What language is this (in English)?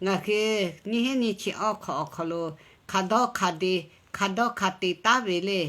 Lahu